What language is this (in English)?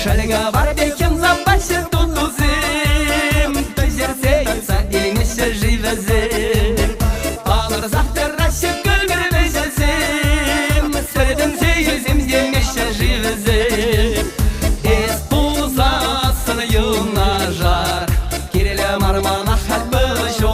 Chuvash